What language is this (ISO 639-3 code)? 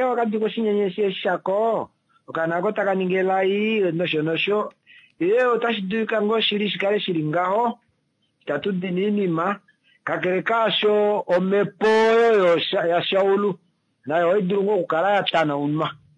kua